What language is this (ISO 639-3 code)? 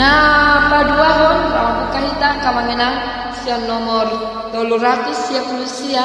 bbc